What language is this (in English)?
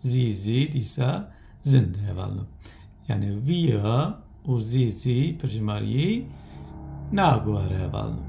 Kurdish